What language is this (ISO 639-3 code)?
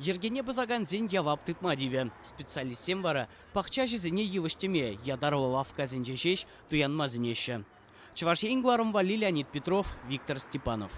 chv